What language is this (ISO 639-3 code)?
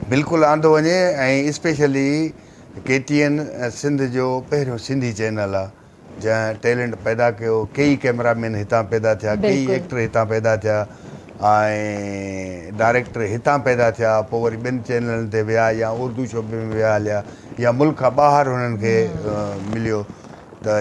snd